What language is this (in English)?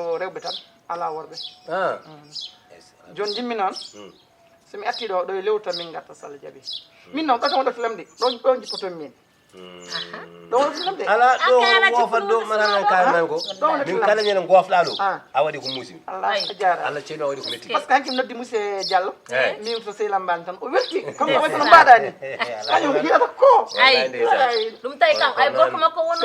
Fula